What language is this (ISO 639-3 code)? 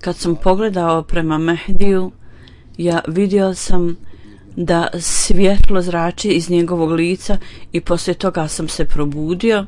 bos